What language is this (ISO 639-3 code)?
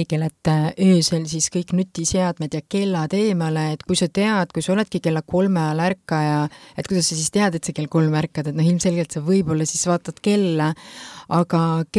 est